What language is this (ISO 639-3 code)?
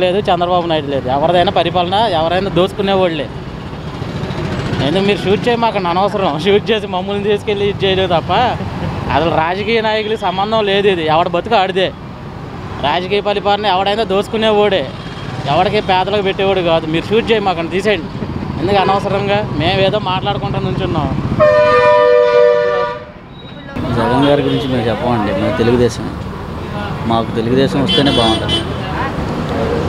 tel